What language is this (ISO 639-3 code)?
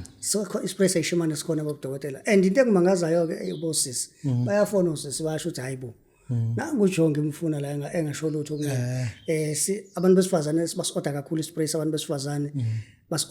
zul